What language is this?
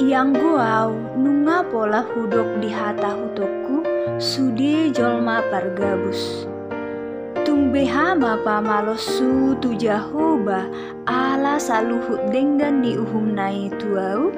Batak Toba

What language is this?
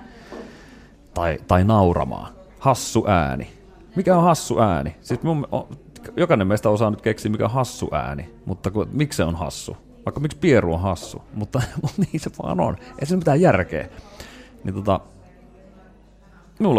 Finnish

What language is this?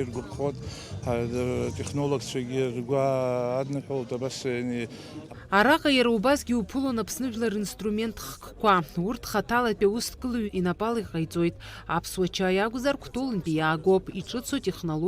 Abkhazian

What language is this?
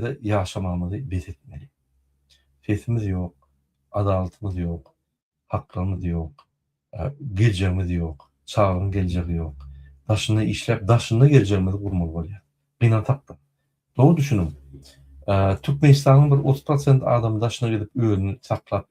Turkmen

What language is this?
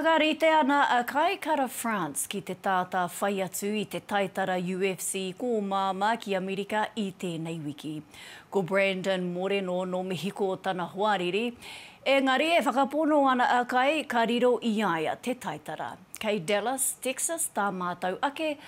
Māori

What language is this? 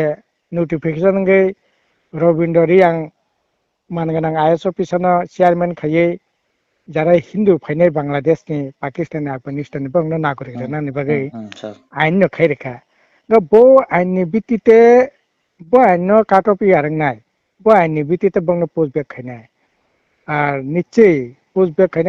Kok Borok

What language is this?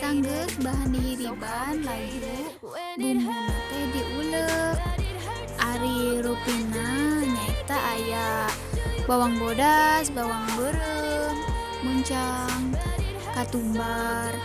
Sundanese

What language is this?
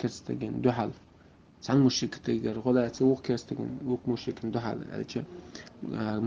Chechen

